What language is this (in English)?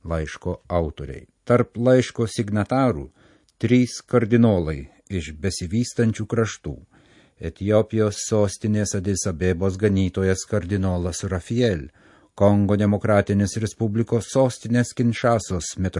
Lithuanian